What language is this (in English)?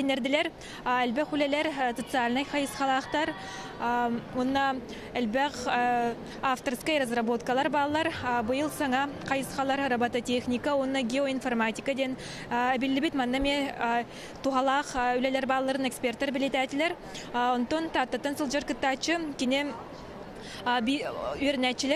Yakut